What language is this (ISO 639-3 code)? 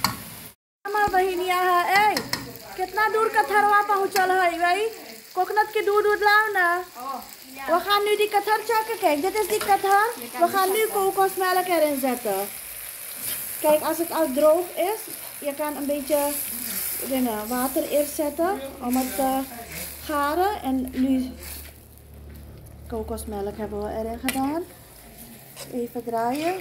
nld